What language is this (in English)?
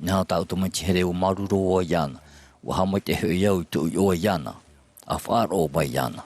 Tahitian